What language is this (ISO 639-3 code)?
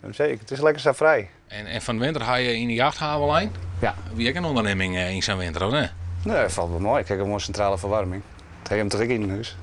fry